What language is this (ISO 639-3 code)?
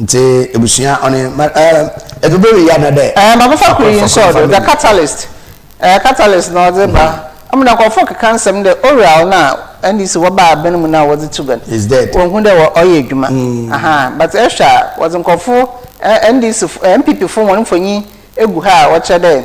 aka